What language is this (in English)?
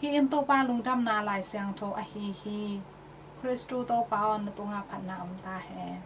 Tedim Chin